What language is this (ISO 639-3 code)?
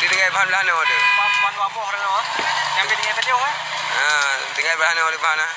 ace